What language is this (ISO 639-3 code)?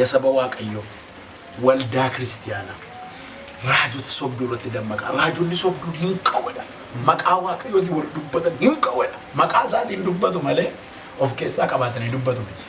orm